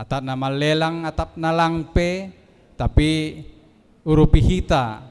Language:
Batak Simalungun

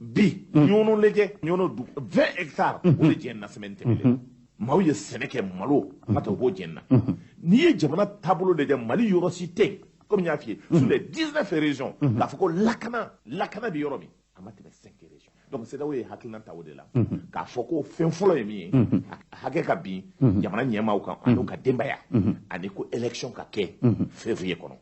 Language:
Bambara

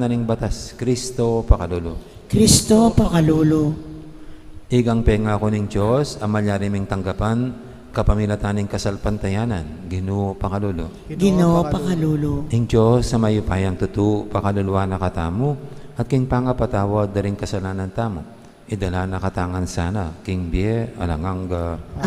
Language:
Pampanga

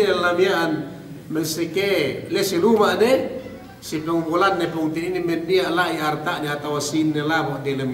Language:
Yakan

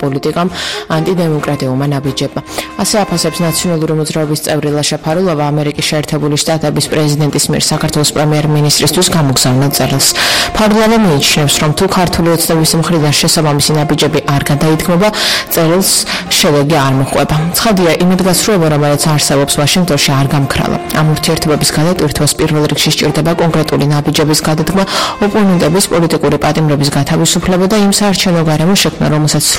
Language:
Georgian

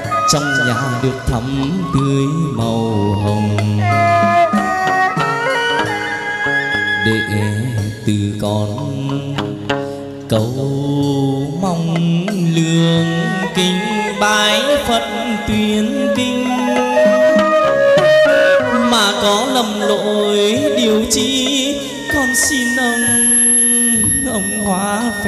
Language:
Vietnamese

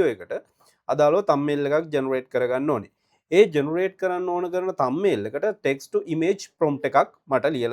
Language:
Sinhala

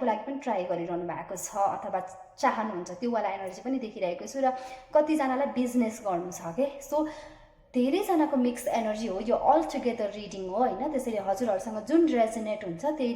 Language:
Nepali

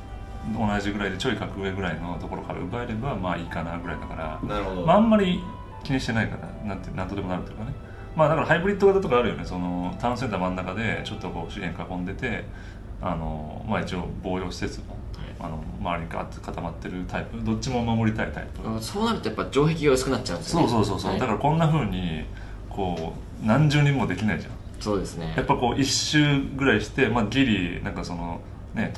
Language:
Japanese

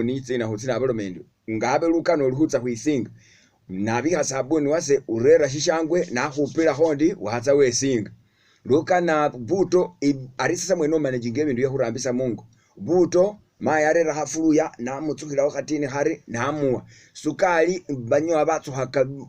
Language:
Masaaba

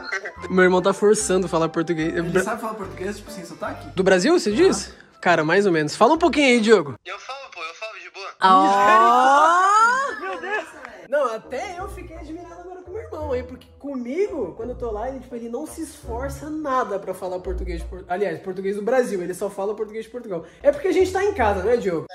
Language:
Portuguese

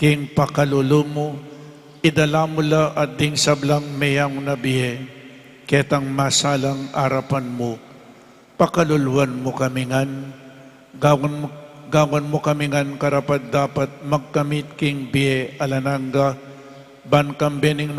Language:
Pampanga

